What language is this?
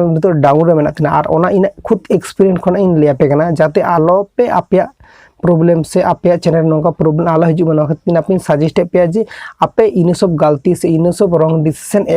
Santali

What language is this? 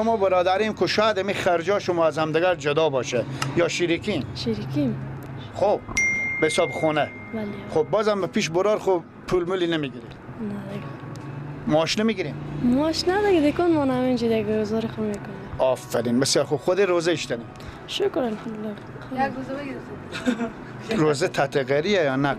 Persian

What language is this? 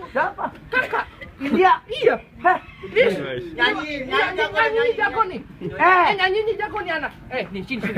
Betawi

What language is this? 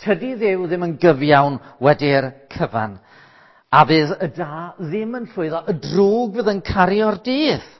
Welsh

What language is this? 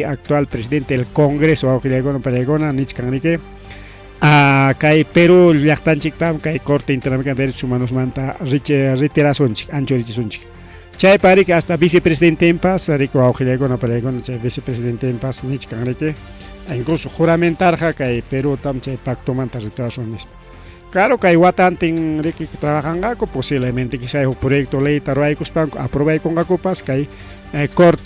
Ayacucho Quechua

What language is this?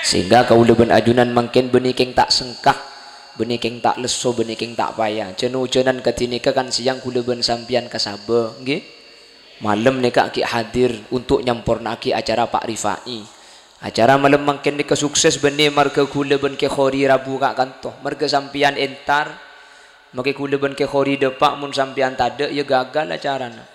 Madurese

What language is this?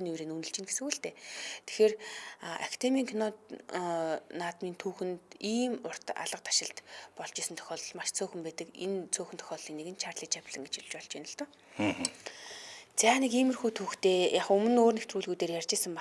Mongolian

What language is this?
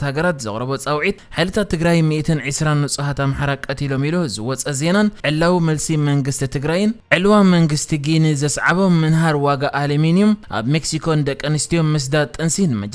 Tigrinya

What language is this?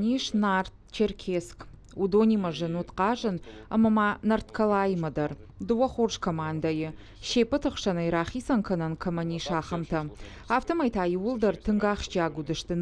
Ossetic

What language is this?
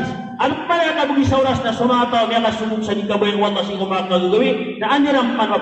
Maranao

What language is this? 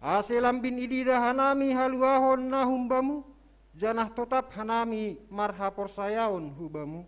Batak Simalungun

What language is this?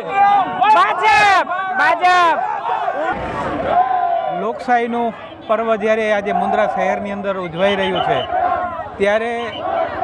Gujarati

